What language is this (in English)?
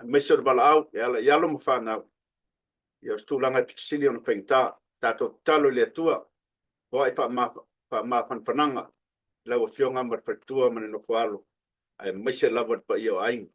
Samoan